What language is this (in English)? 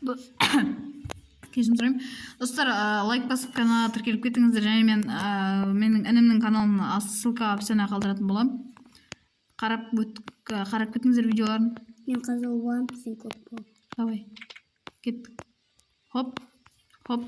Kazakh